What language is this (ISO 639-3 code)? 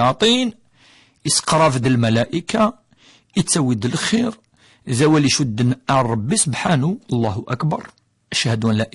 kab